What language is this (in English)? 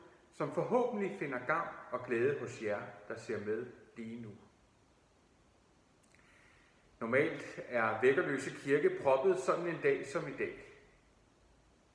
Danish